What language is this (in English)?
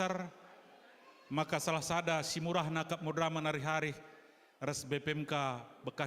Batak Karo